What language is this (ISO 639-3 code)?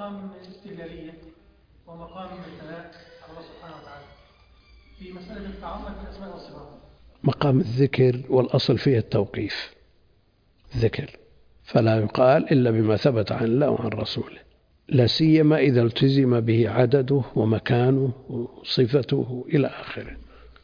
ara